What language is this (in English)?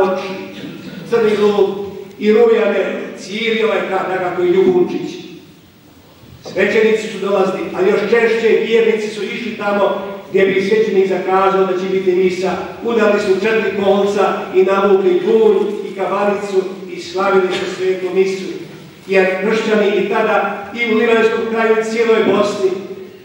Croatian